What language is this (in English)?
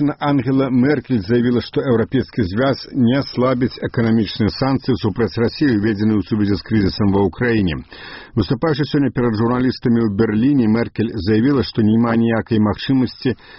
Belarusian